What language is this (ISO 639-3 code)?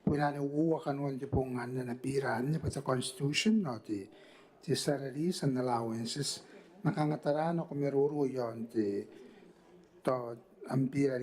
gil